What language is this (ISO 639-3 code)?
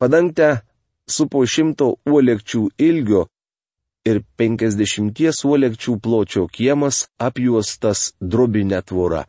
lit